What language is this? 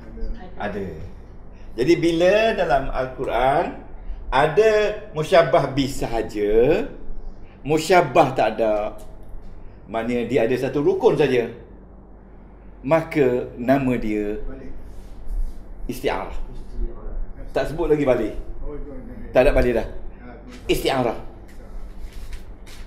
Malay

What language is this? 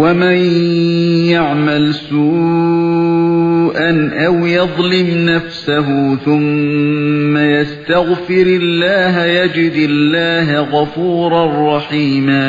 Uyghur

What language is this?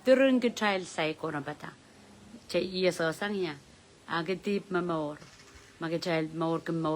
Pohnpeian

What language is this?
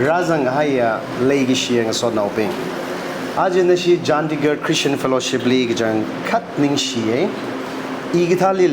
Tangkhul Naga (India)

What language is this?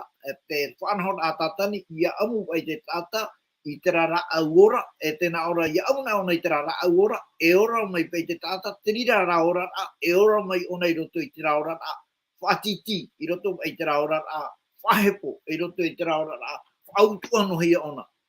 Tahitian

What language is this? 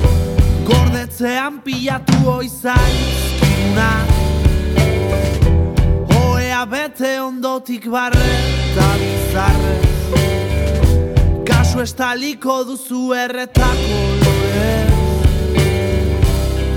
Basque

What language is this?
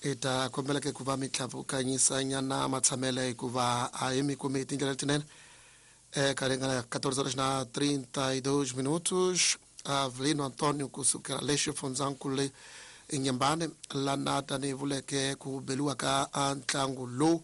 Tsonga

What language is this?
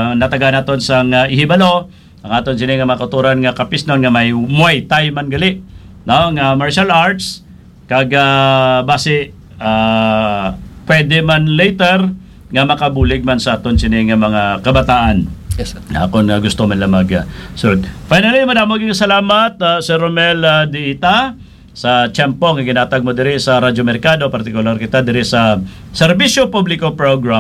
Hiligaynon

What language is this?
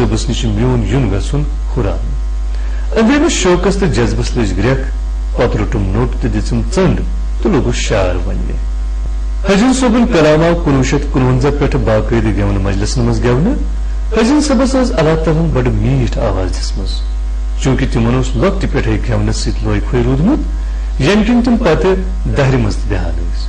Kashmiri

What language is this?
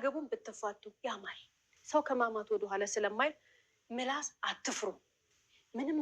Amharic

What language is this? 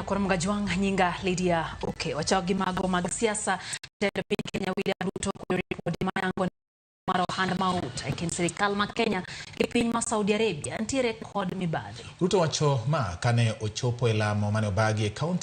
Luo (Kenya and Tanzania)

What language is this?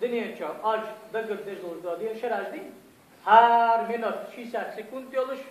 Ingush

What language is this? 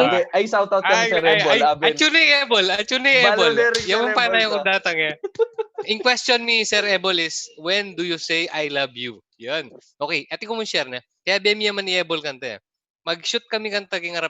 Pampanga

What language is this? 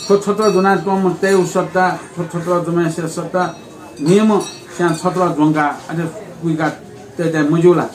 Newari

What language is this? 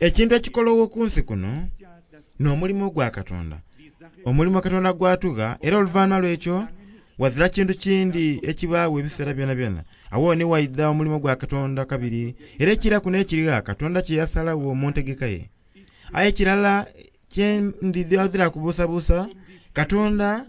Soga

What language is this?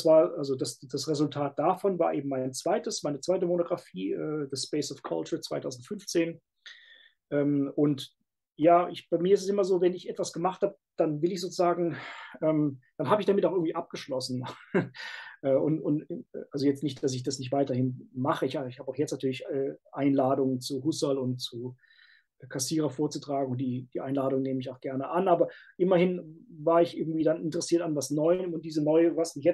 German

